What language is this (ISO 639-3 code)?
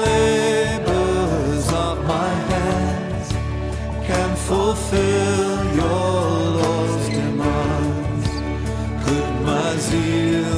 est